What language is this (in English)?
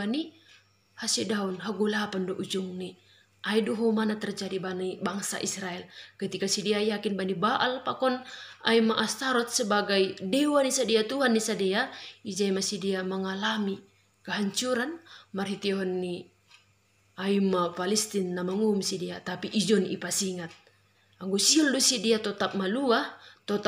Batak Simalungun